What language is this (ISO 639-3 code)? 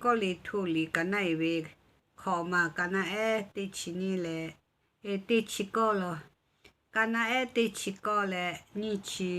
lhu